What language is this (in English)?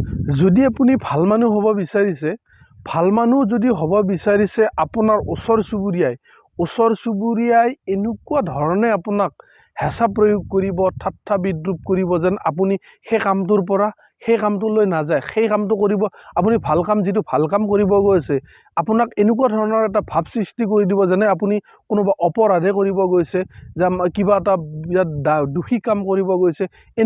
Assamese